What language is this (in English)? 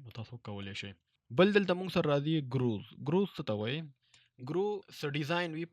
Pashto